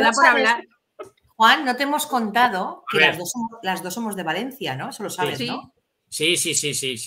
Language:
Spanish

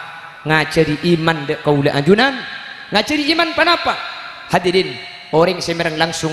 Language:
Madurese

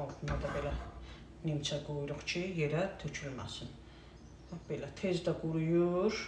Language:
Azerbaijani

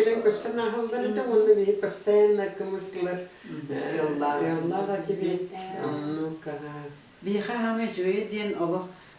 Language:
Yakut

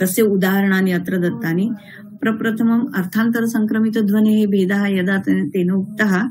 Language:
Sanskrit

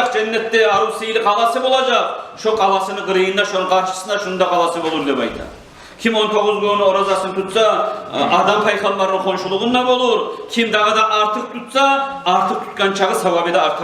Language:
Kumyk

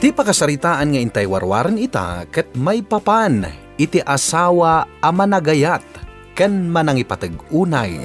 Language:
Iloko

